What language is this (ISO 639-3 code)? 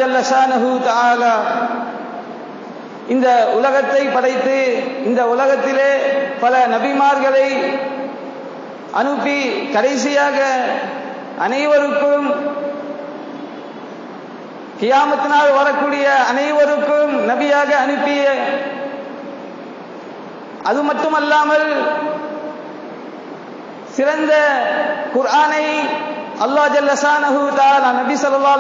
tam